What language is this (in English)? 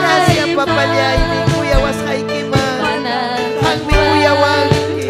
Ayacucho Quechua